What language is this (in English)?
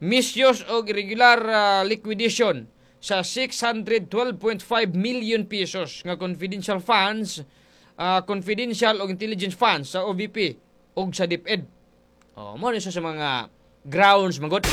Cebuano